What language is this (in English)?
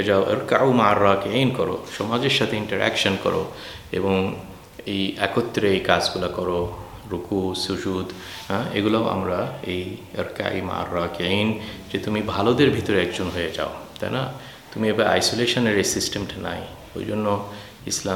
Bangla